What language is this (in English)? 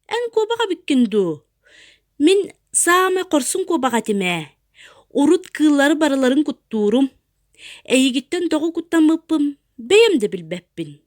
Yakut